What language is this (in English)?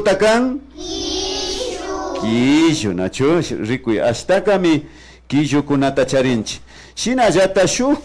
Imbabura Highland Quichua